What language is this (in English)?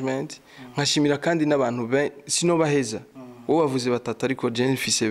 Rundi